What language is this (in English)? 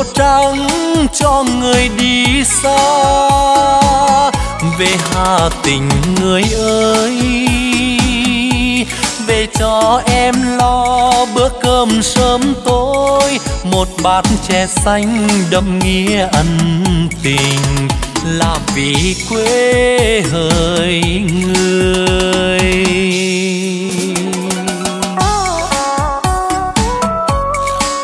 Vietnamese